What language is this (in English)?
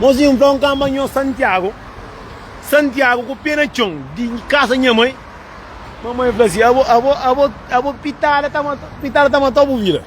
Kabuverdianu